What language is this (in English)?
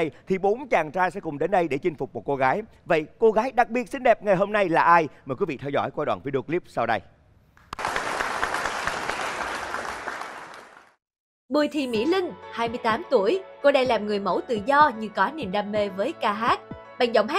Vietnamese